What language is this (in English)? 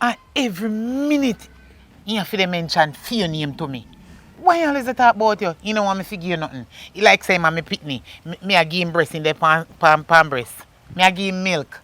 Jamaican Creole English